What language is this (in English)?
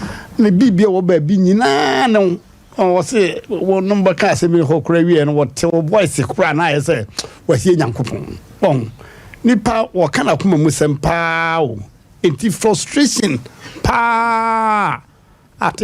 Akan